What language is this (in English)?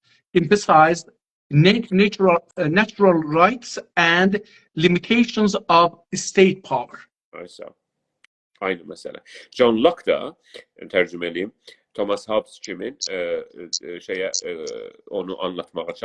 South Azerbaijani